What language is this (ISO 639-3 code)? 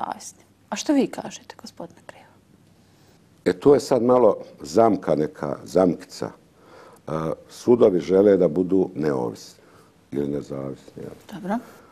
bos